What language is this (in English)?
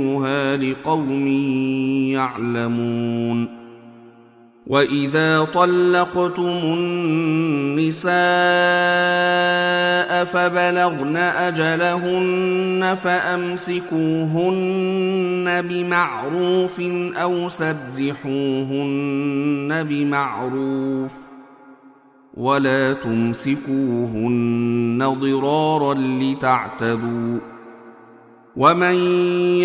Arabic